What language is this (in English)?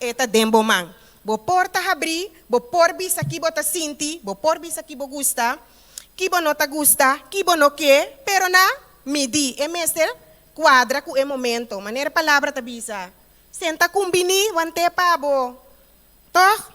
Papiamento